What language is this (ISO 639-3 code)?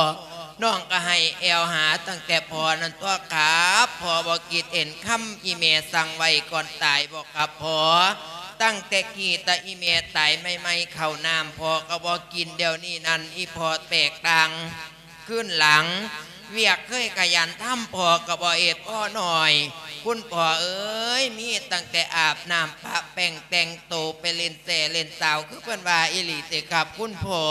lao